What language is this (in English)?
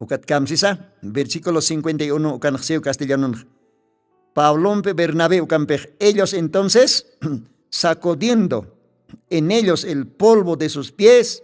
Aymara